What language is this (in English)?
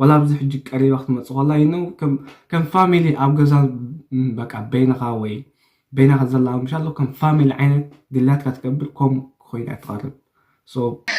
Tigrinya